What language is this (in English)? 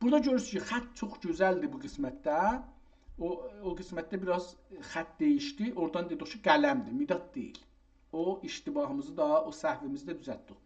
South Azerbaijani